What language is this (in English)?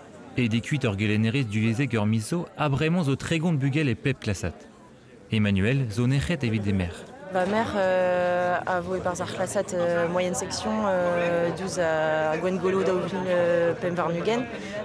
Breton